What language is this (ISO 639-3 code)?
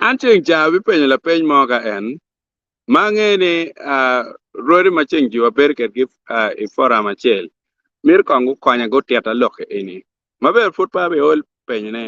ach